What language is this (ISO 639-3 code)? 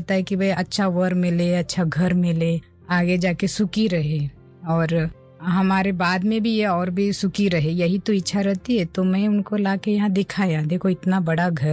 hin